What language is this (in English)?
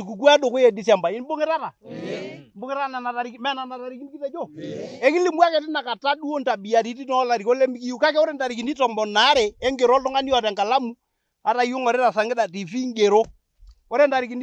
Masai